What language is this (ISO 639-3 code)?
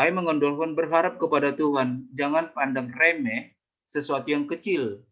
bts